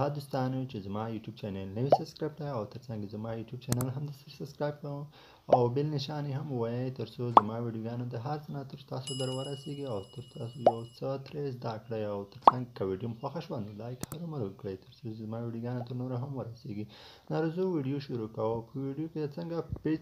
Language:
Pashto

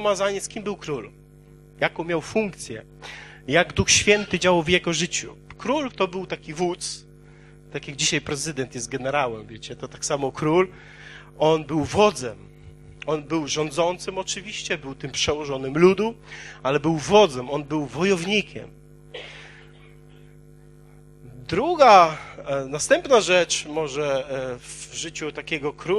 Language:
Polish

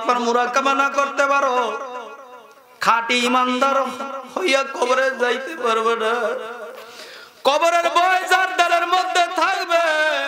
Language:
Bangla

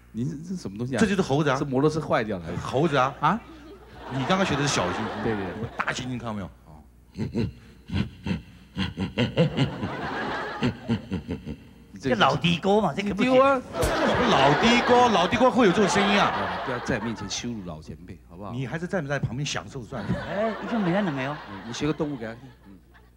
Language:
Chinese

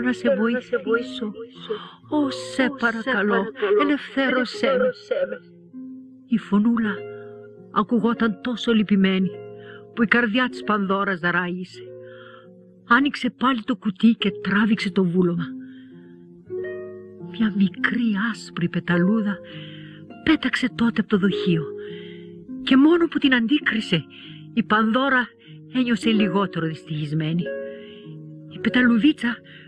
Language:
Greek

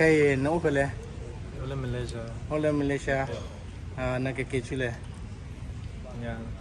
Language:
S'gaw Karen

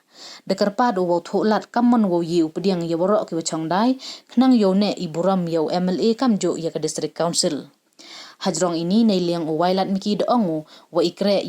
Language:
Pnar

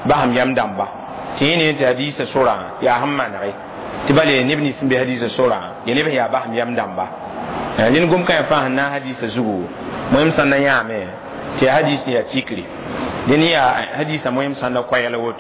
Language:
Mossi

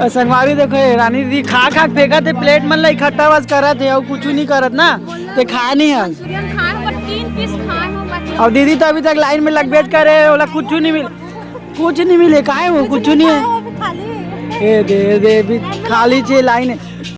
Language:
Chhattisgarhi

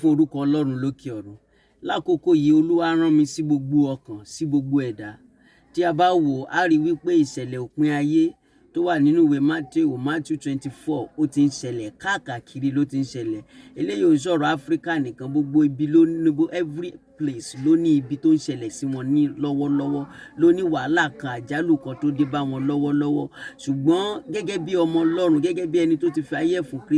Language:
Yoruba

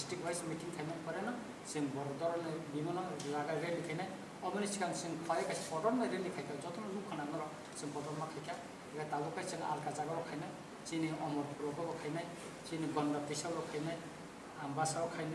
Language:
Kok Borok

